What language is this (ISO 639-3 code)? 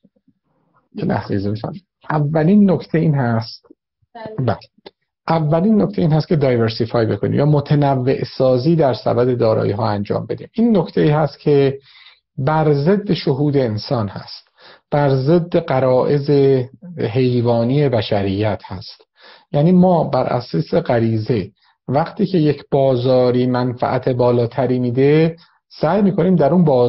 fas